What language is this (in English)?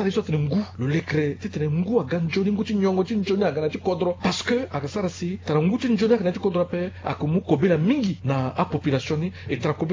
Sango